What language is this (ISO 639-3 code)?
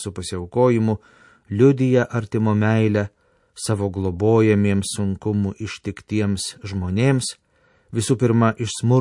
lit